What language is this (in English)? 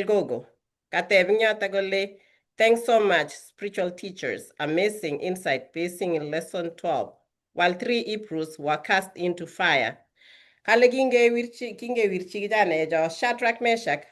Kalenjin